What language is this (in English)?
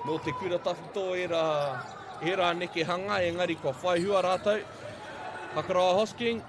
Māori